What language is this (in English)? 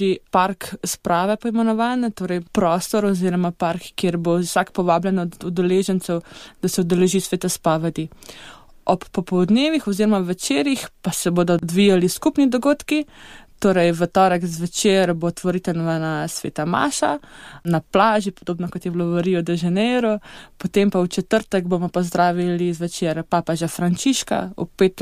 Slovenian